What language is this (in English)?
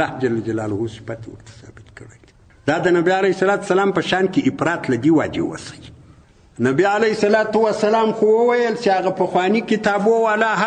Pashto